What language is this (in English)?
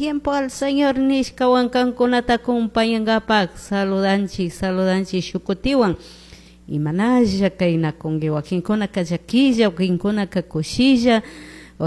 Chimborazo Highland Quichua